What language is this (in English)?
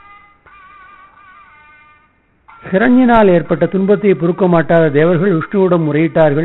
Tamil